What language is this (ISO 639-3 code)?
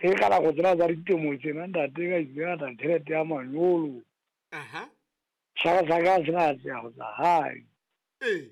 sot